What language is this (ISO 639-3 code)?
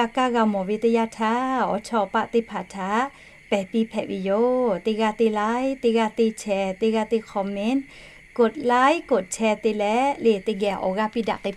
lhu